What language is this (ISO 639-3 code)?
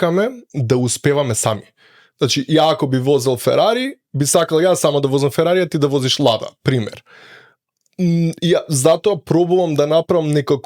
mkd